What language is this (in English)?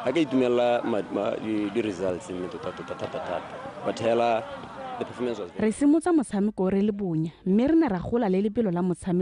Tswana